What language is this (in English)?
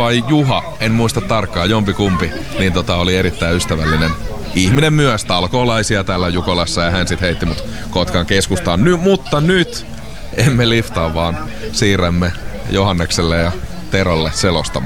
Finnish